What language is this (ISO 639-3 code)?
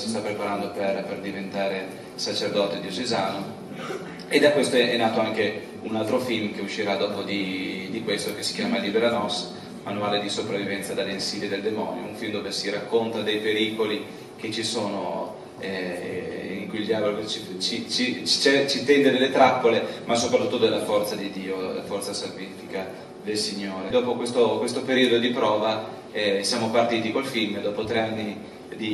ita